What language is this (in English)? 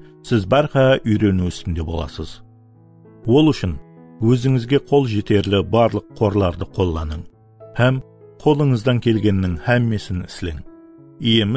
Kara-Kalpak